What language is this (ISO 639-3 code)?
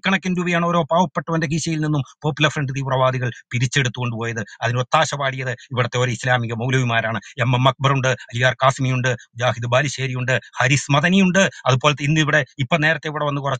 mal